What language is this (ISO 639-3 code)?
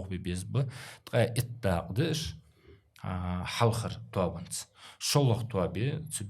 inh